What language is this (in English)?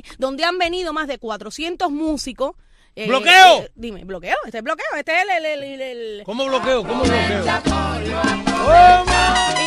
Spanish